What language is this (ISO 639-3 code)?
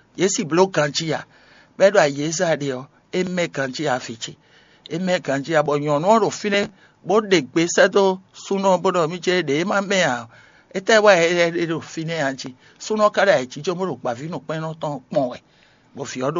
fon